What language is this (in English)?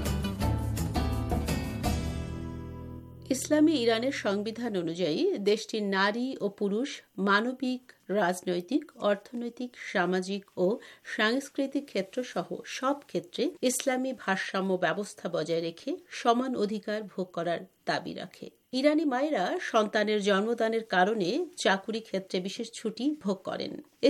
Bangla